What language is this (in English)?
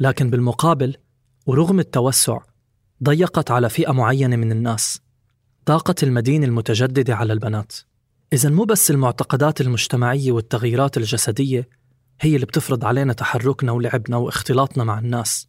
North Levantine Arabic